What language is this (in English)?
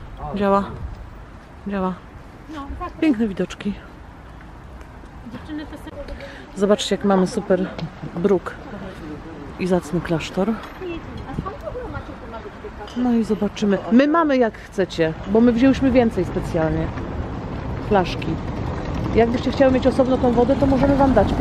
Polish